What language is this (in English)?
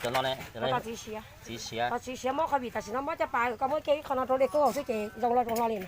Hmong